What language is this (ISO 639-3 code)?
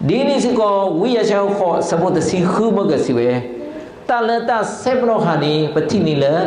ksw